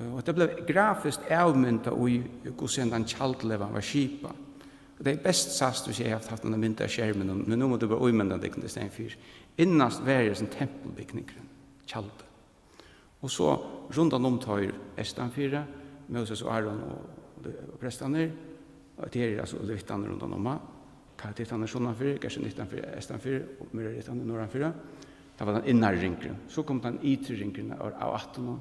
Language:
Faroese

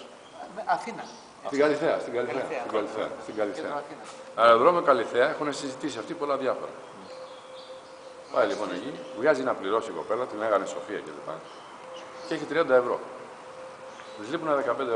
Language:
Greek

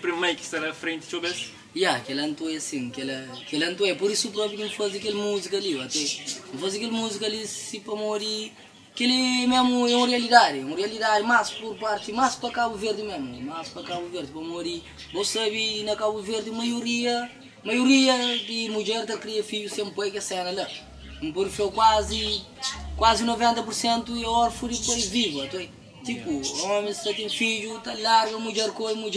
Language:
Kabuverdianu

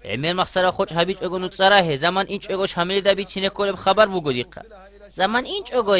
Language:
Avaric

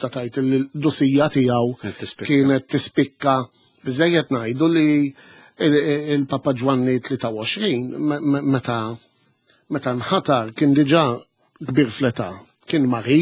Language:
Maltese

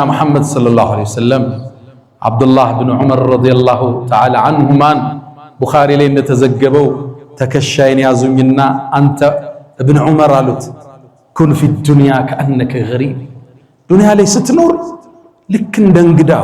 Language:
Amharic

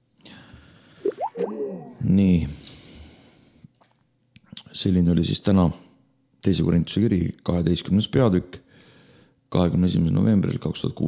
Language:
Estonian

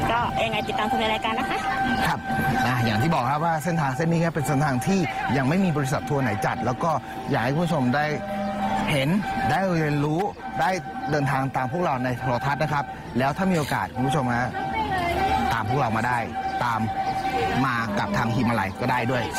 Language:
Thai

